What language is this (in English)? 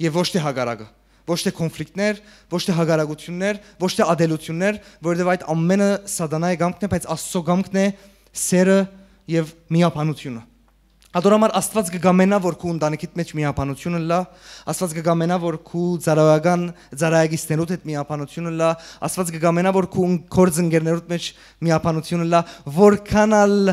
Western Armenian